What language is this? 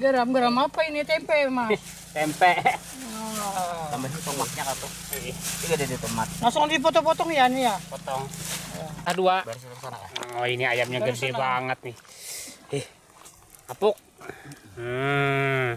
Banjar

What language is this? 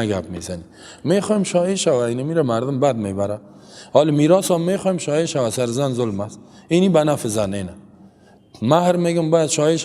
Persian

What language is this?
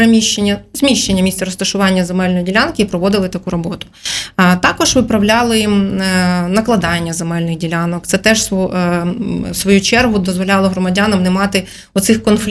Ukrainian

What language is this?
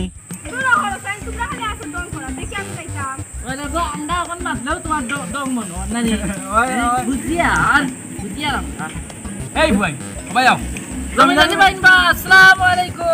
Sylheti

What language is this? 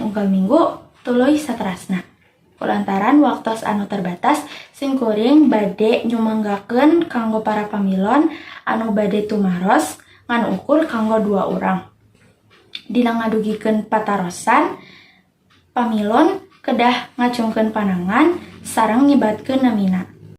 Sundanese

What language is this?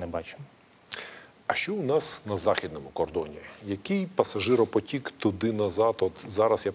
Ukrainian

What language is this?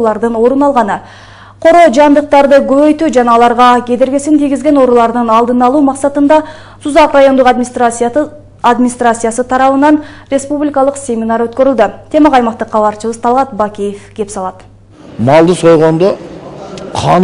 Kyrgyz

